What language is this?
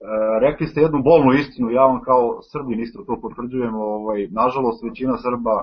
Serbian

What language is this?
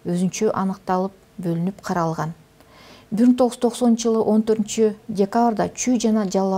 Kyrgyz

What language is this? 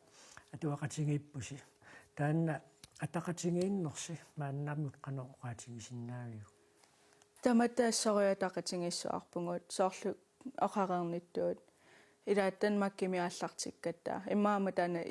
Kalaallisut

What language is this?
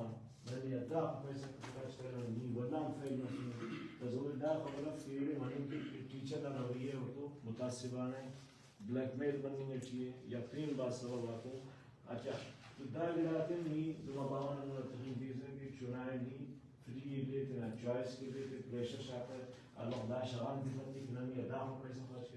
Brahui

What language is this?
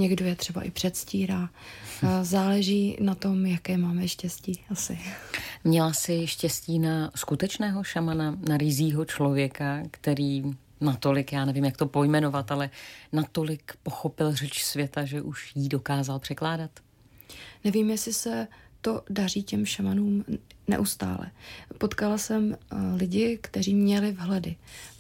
Czech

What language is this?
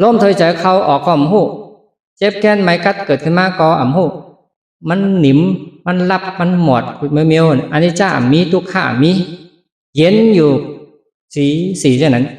Shan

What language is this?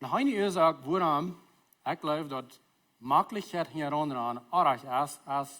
Plautdietsch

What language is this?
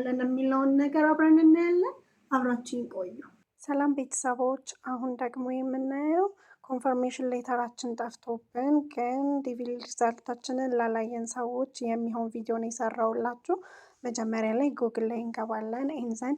Amharic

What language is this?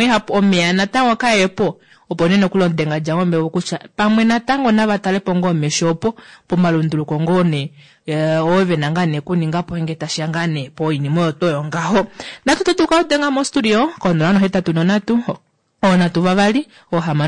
Kuanyama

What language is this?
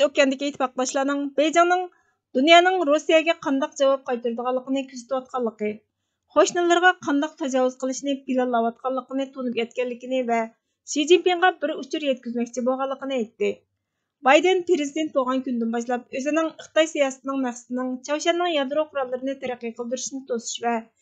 Uyghur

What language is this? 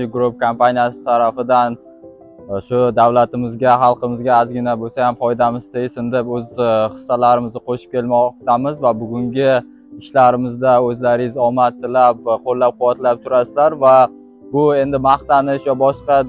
Uzbek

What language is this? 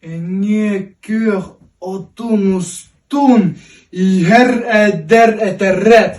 Yakut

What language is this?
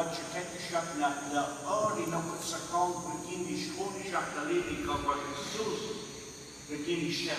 Kekchí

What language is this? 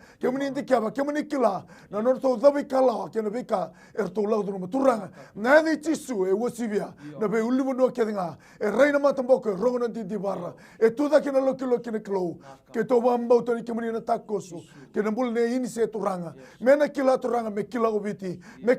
Fijian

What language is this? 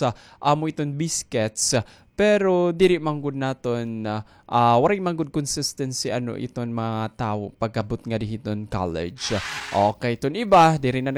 Waray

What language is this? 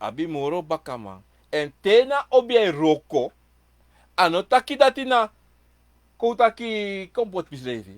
Sranan Tongo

